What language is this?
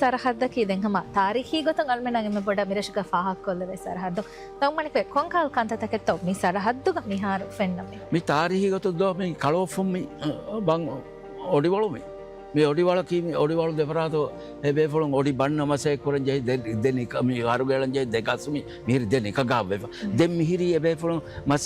Divehi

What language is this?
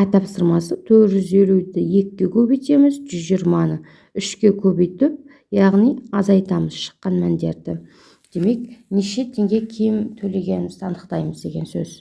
Kazakh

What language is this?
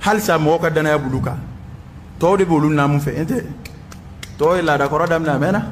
Bambara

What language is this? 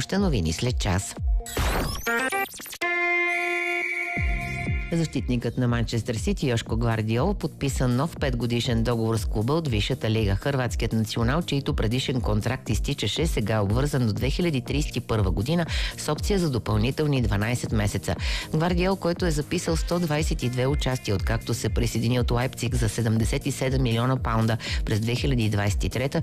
Bulgarian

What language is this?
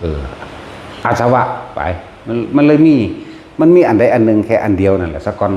Northeastern Thai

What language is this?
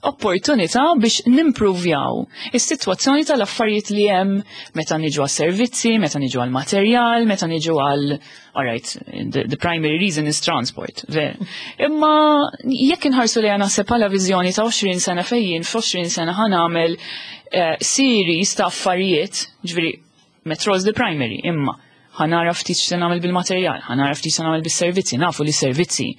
Maltese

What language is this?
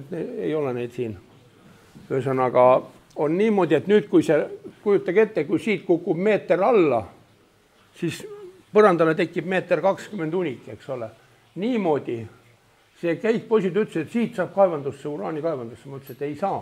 Estonian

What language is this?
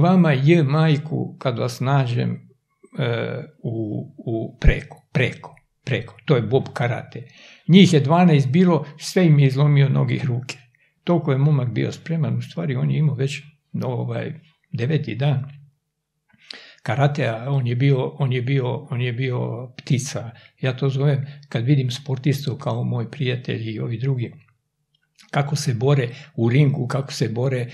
Serbian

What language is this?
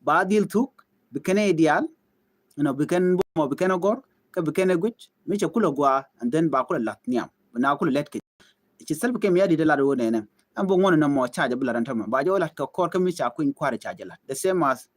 Nuer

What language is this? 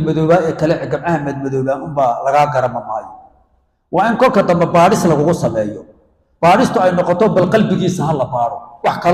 Somali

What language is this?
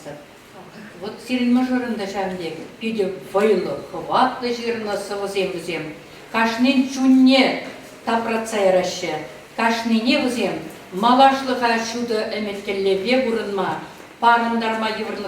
Chuvash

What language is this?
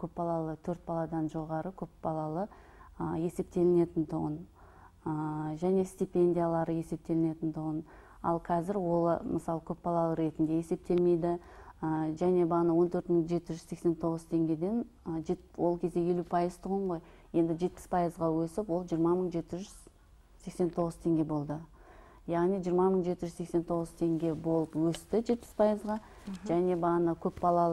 Kazakh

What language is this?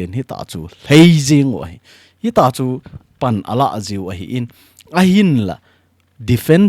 Thado Chin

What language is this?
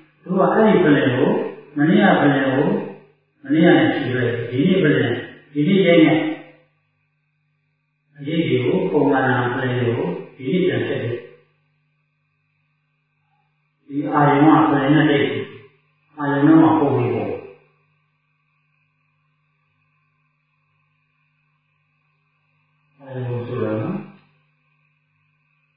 Burmese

